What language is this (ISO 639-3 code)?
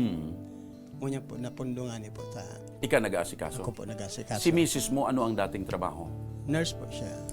bik